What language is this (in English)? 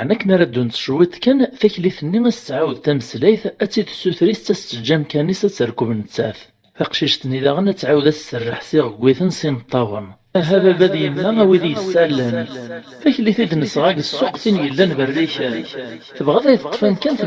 Kabyle